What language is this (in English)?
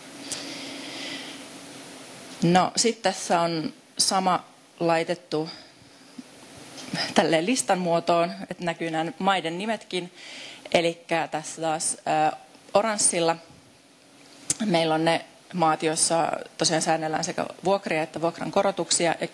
Finnish